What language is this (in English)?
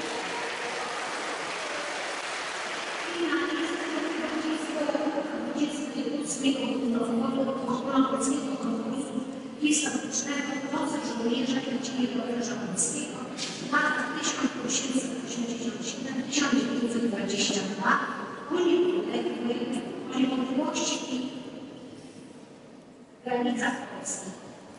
Polish